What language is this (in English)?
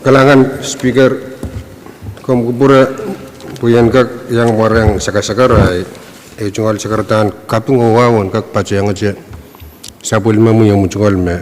Pohnpeian